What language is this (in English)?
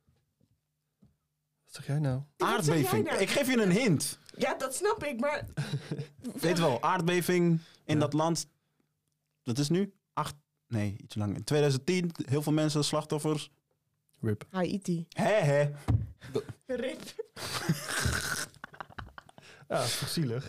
Dutch